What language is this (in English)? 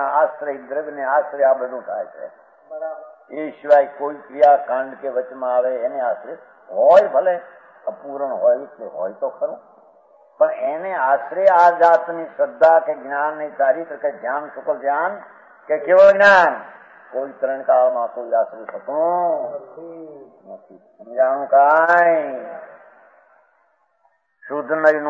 Gujarati